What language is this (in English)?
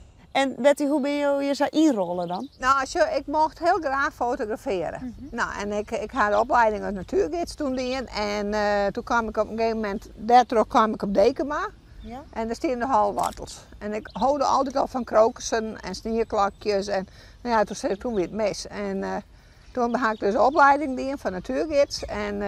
Western Frisian